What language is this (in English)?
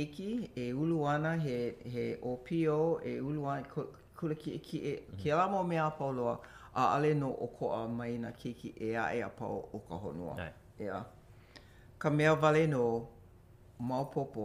Hawaiian